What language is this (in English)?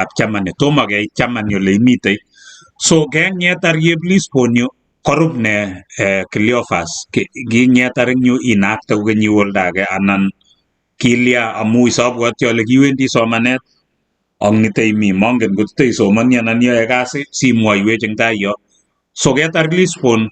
Kalenjin